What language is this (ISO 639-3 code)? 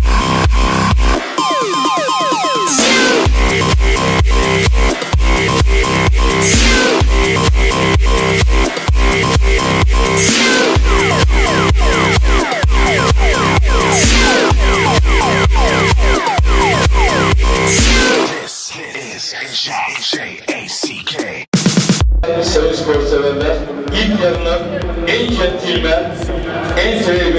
tur